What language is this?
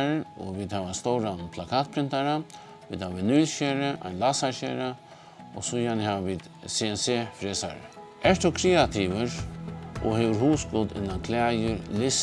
Faroese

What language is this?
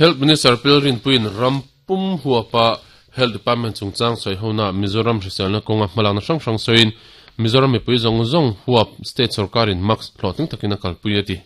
Mizo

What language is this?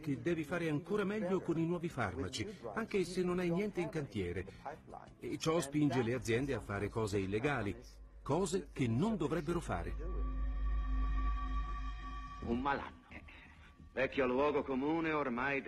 Italian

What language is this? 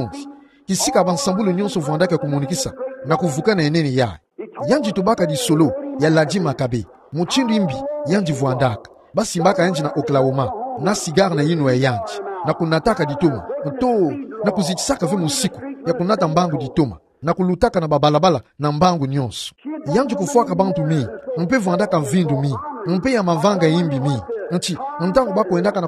Kituba (Democratic Republic of Congo)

